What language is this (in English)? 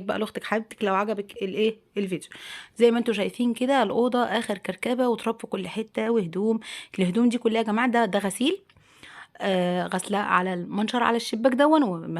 Egyptian Arabic